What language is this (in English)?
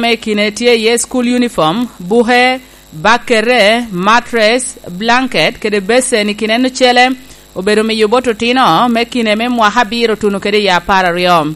Lango (Uganda)